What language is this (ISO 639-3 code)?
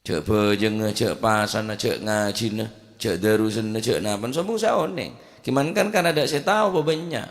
mad